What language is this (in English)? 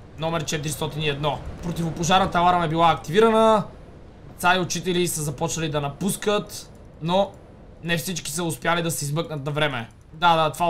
Bulgarian